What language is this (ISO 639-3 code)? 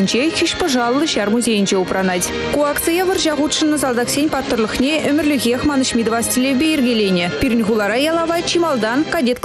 chv